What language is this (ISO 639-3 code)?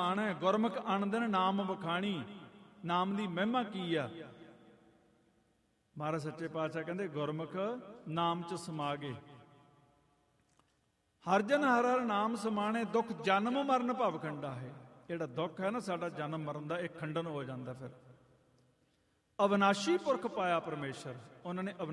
pan